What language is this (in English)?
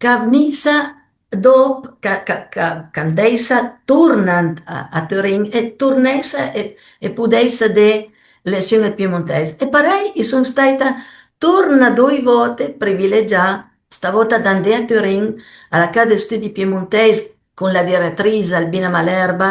Piedmontese